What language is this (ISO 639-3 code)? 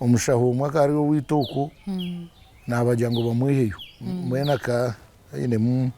nyn